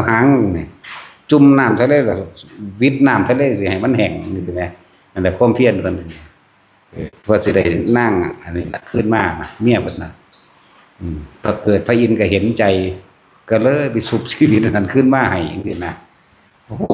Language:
Northeastern Thai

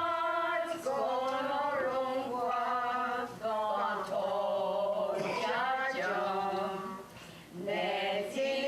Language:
Mohawk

